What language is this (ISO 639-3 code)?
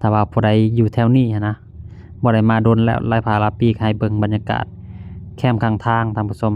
lao